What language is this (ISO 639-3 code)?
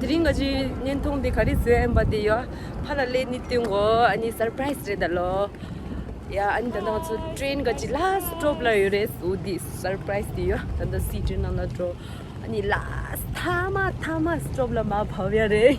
bod